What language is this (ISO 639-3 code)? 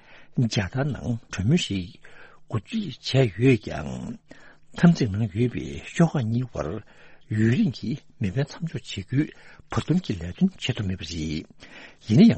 bod